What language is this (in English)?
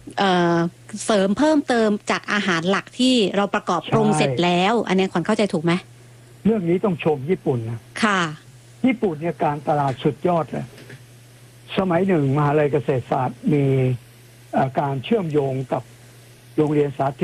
Thai